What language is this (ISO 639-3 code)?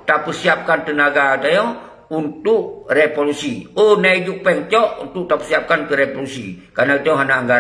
ace